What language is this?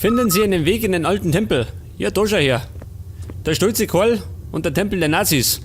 Bavarian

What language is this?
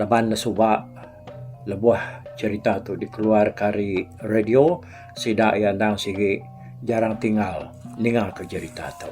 Iban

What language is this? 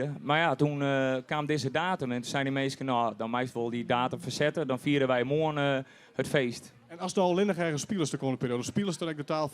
Western Frisian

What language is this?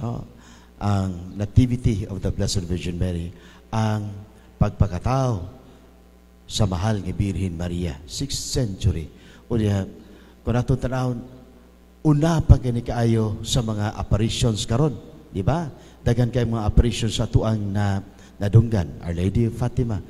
Cebuano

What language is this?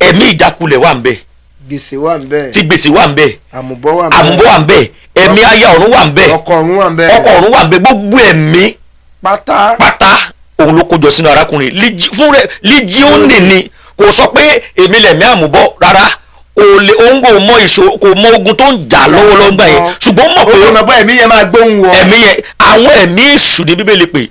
Yoruba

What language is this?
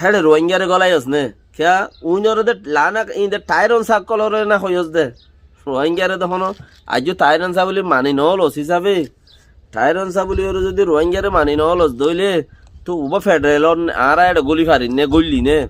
Rohingya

